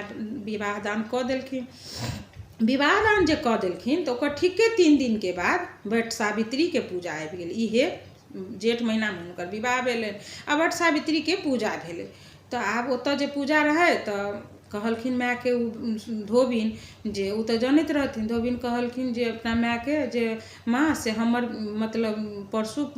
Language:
Maithili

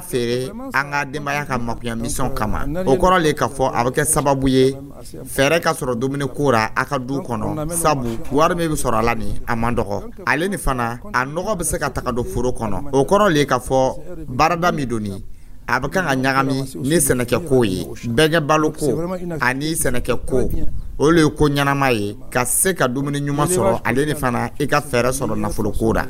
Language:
Dyula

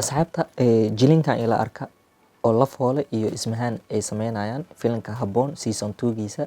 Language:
Somali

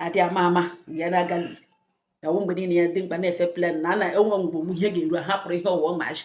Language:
Igbo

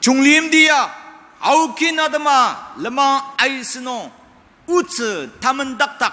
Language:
Ao Naga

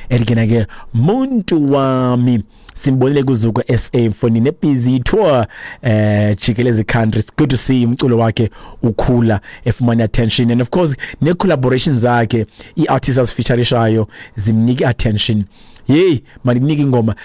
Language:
Xhosa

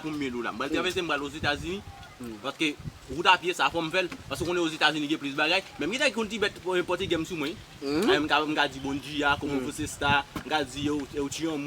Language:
Haitian Creole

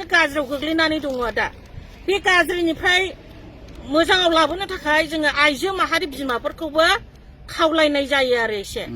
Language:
Bodo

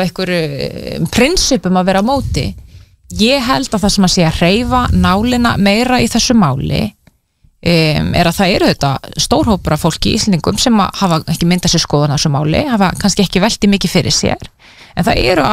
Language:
Icelandic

